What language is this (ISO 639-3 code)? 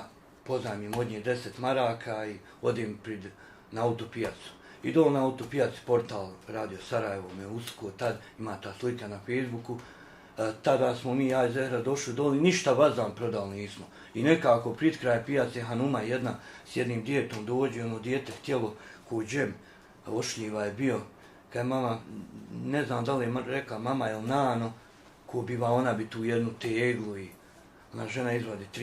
bos